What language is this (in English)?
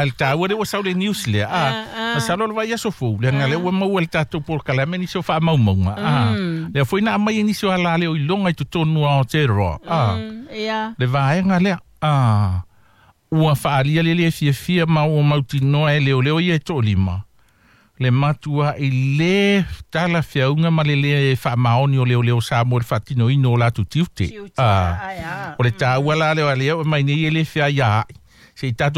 Samoan